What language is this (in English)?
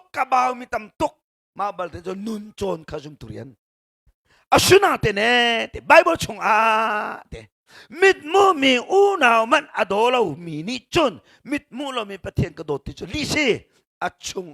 Hakha Chin